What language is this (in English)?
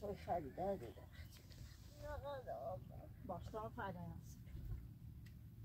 Persian